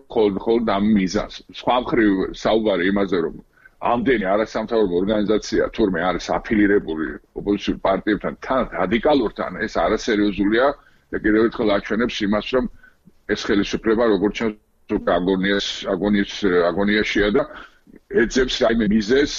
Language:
Georgian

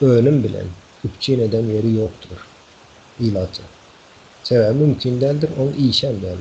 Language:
Turkmen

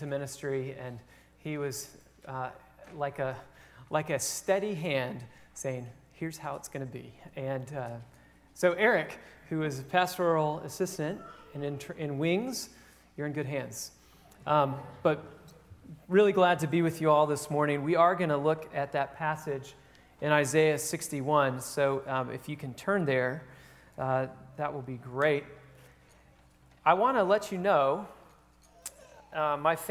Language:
English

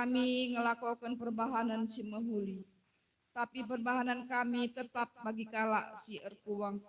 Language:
Batak Karo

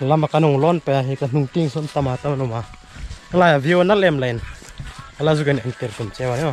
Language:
Hmar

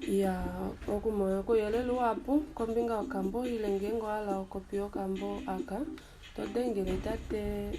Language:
Kuanyama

